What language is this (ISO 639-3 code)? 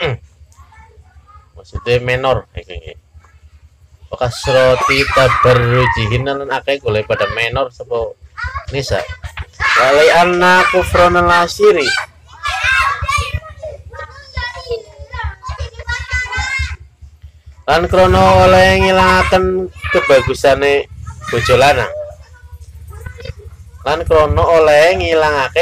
jav